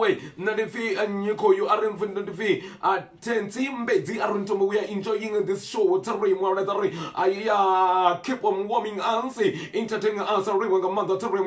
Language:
Venda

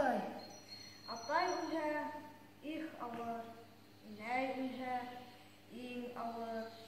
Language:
Bashkir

